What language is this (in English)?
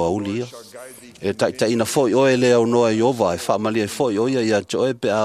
Samoan